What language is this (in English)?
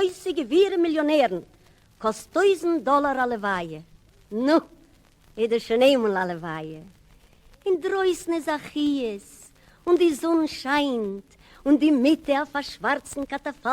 Yiddish